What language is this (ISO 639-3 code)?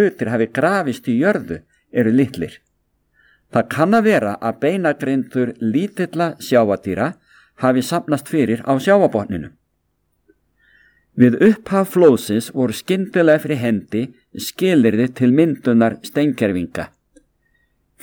isl